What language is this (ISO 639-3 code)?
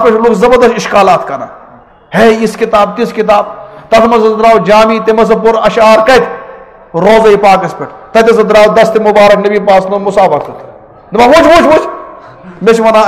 kas